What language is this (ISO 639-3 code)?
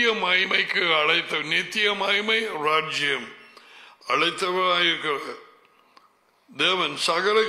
tam